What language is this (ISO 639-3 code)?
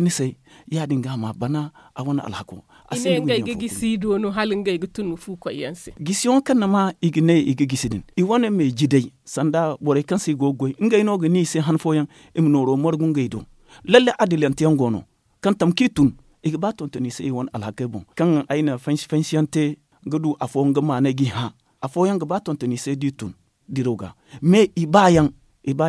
dje